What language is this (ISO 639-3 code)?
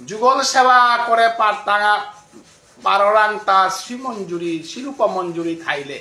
bpy